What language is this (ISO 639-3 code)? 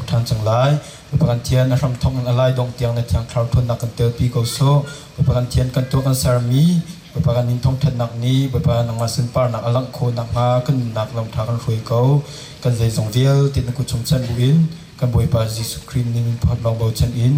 cnh